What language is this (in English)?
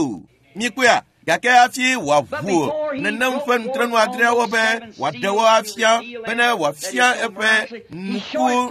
Ewe